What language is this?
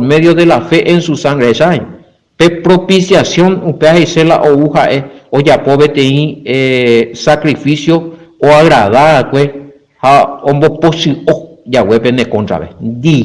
Guarani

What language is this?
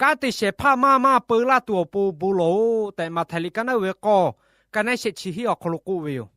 Lahu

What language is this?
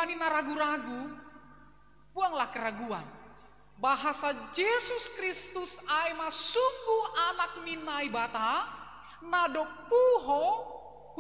Batak Simalungun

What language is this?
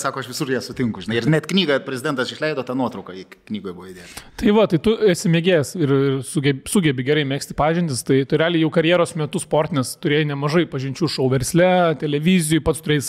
Lithuanian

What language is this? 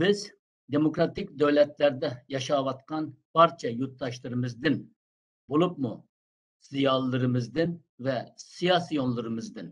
Uyghur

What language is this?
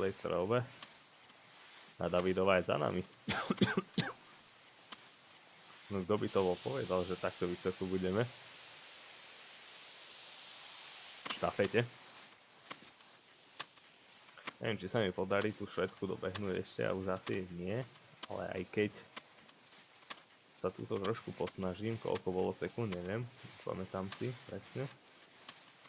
Slovak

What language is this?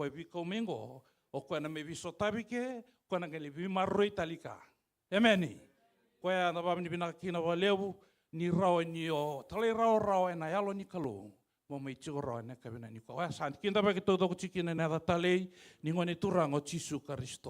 Fijian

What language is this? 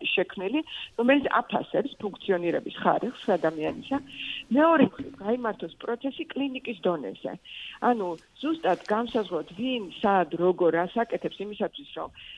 Georgian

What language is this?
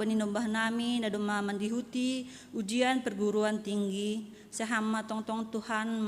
Batak Simalungun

